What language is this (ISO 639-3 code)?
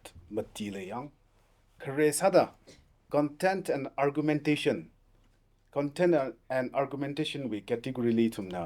nmf